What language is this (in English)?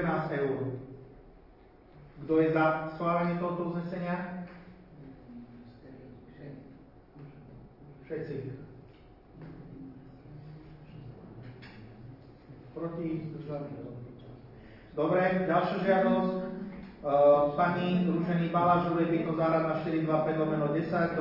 Slovak